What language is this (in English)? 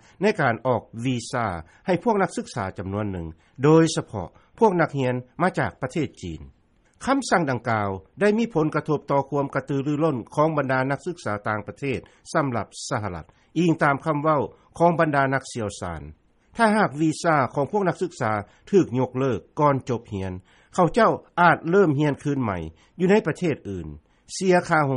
Lao